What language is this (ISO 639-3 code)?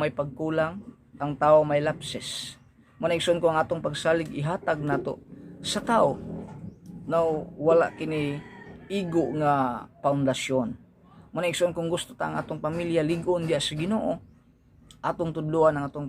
ceb